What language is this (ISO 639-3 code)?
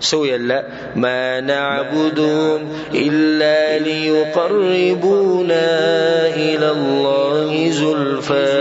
pus